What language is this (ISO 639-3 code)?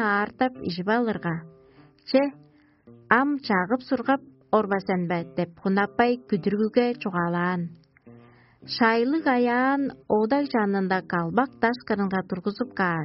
tyv